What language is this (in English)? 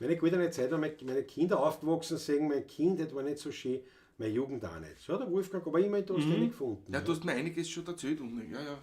Bavarian